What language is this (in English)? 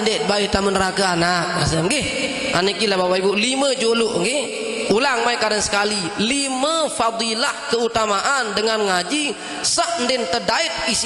Sasak